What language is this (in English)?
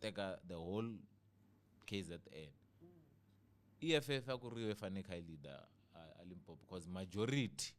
Tsonga